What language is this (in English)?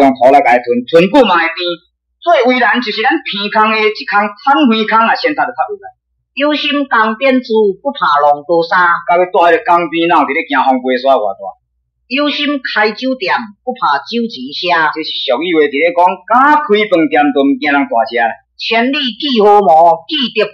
Min Nan Chinese